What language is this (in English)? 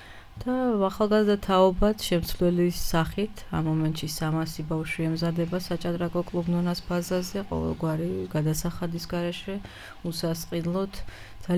Georgian